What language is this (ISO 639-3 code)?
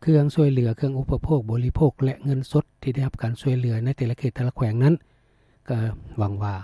lao